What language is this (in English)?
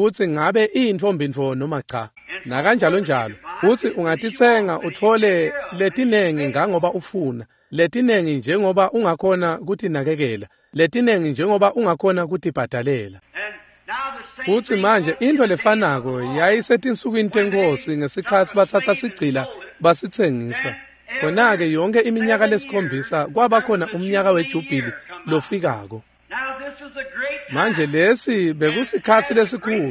Swati